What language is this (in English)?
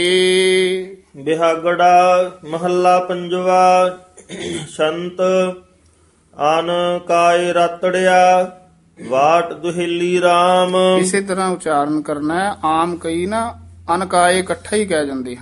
Punjabi